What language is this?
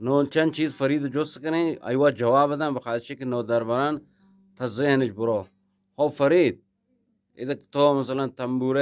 Eastern Balochi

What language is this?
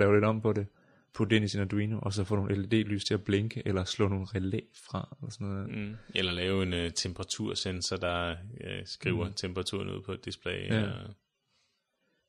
Danish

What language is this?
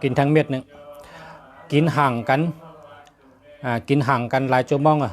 Shan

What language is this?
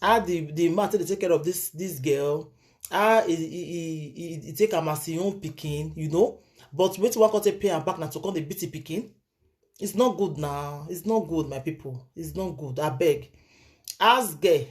Nigerian Pidgin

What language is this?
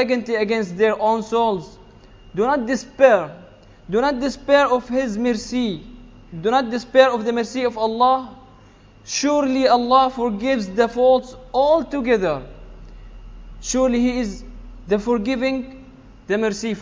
English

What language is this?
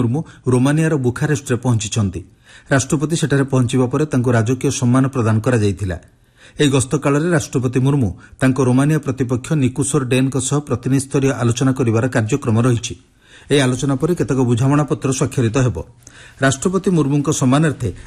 Odia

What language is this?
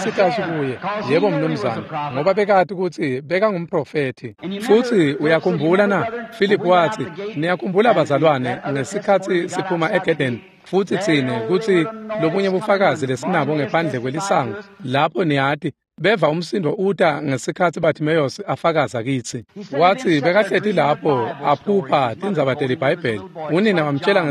Swati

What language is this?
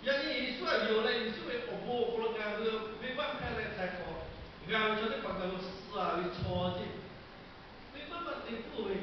Lahu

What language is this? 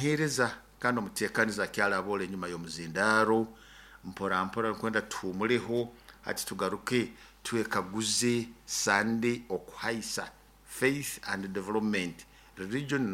Nyoro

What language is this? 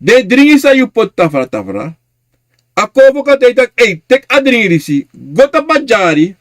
Sranan Tongo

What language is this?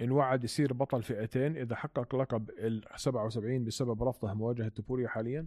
North Levantine Arabic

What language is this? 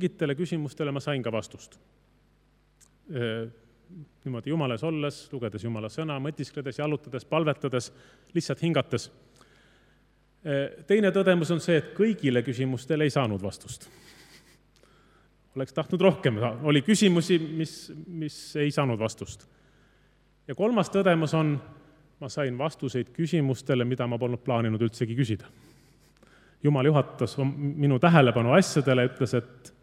Estonian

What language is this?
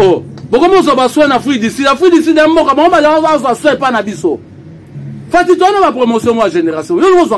Lingala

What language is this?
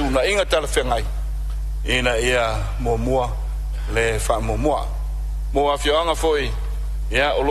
Samoan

